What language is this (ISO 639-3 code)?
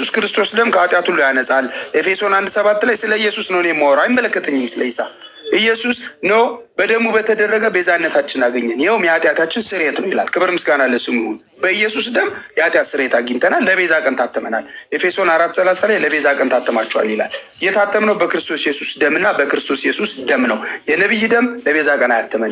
amh